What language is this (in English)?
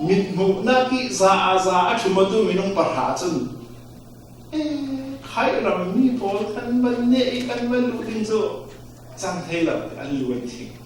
Falam Chin